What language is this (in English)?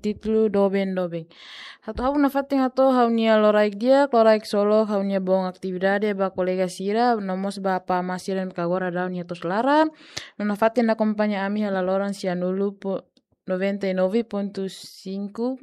Tetum